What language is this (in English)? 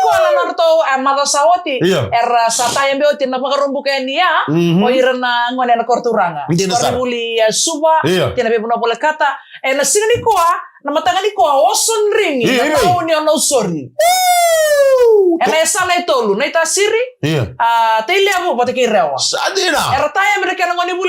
Fijian